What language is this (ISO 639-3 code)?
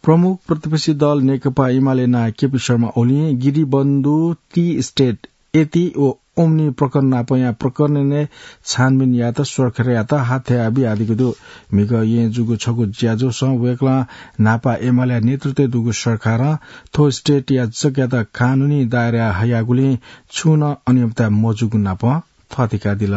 new